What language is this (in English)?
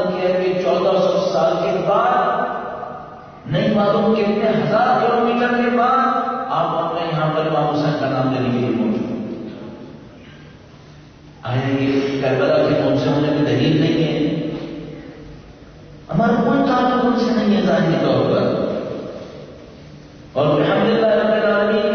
Urdu